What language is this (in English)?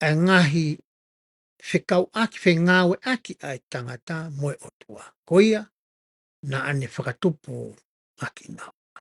Tongan